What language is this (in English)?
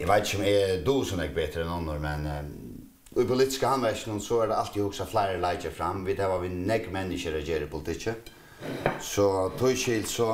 Faroese